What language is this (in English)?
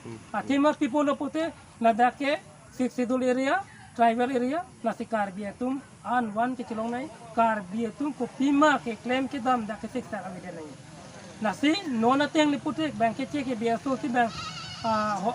Karbi